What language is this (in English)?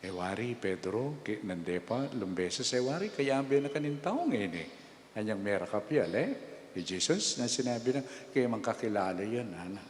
Pampanga